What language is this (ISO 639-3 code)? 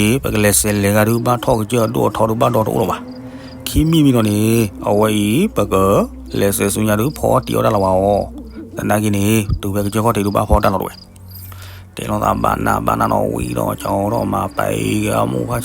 ksw